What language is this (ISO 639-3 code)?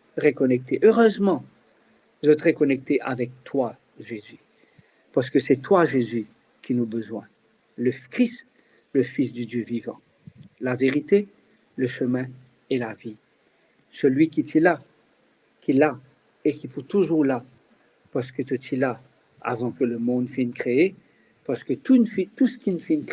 mfe